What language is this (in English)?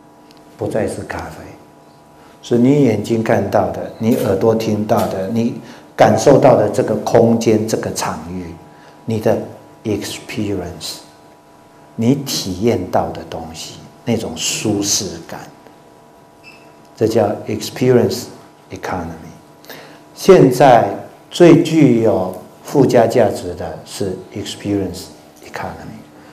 Chinese